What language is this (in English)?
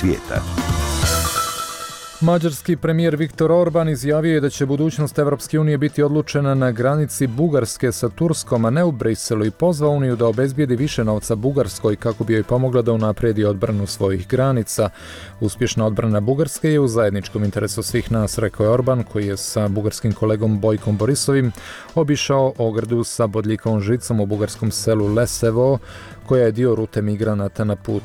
Bosnian